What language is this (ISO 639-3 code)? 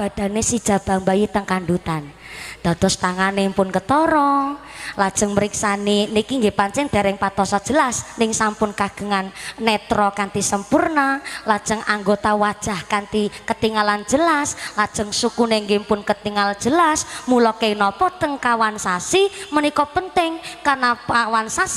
jav